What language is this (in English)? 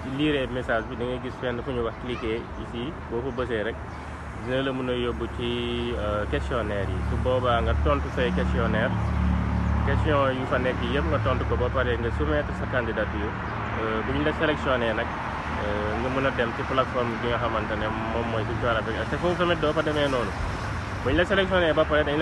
Wolof